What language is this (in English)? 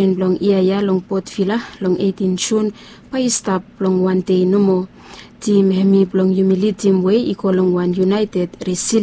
Bislama